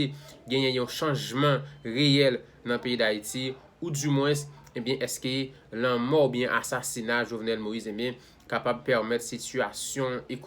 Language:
Haitian Creole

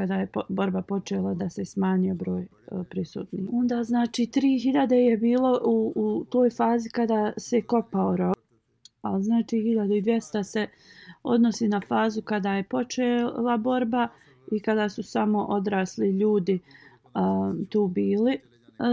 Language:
Bosnian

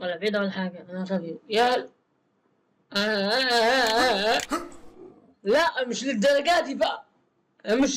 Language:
Egyptian Arabic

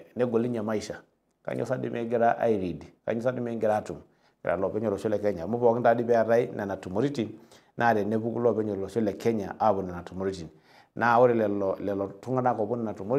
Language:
Masai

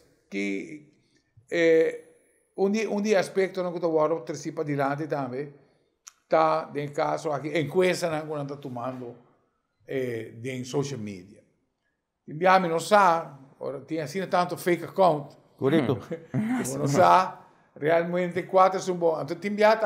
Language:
Papiamento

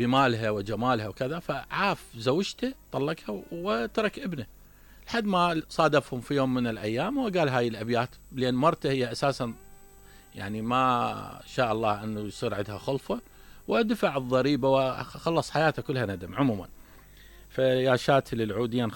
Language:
Mesopotamian Arabic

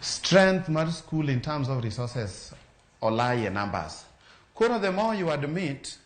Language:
Luo (Kenya and Tanzania)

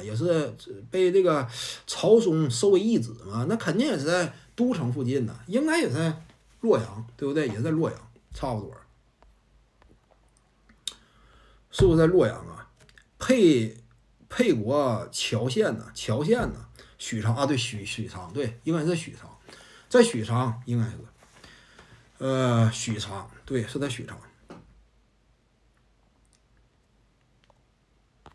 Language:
Chinese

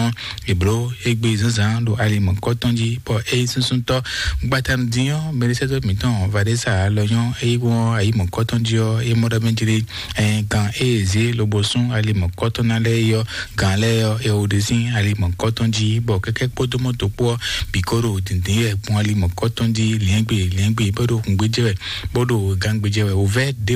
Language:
Fon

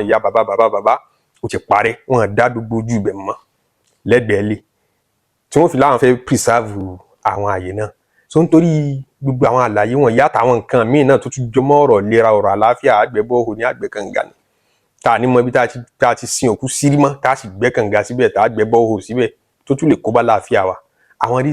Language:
Yoruba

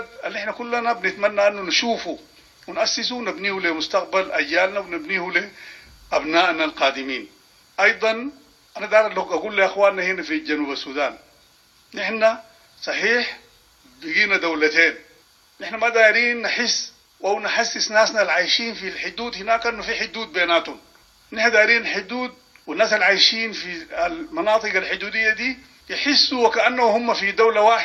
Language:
Sudanese Arabic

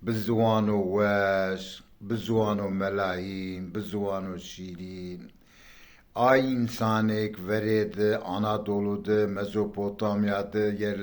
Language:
Zaza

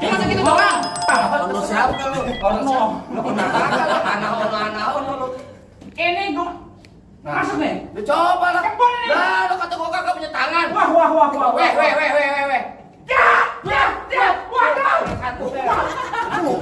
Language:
Betawi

